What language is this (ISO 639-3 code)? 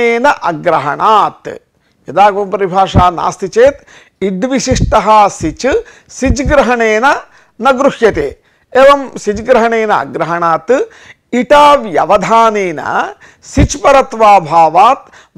san